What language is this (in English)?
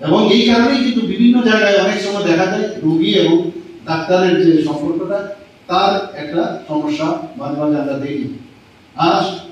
Bangla